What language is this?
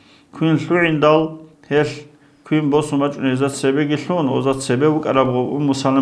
Avaric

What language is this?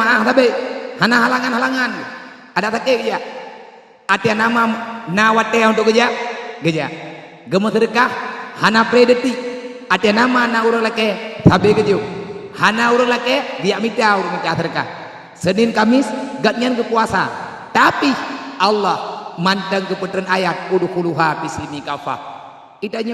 Achinese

